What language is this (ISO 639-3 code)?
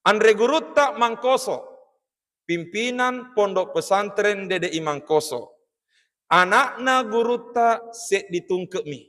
bug